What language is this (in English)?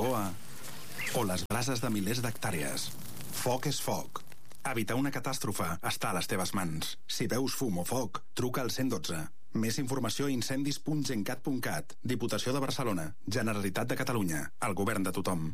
Catalan